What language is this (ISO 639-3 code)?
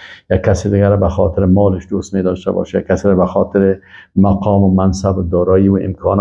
fas